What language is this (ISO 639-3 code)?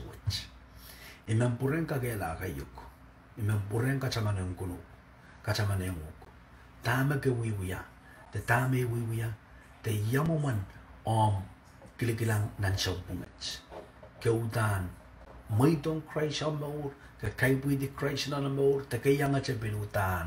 pon